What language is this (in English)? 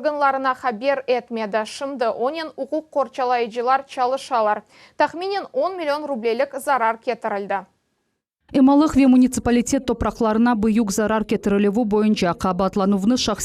Crimean Tatar